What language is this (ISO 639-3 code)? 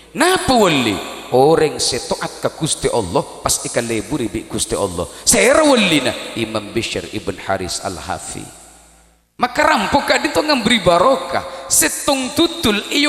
mad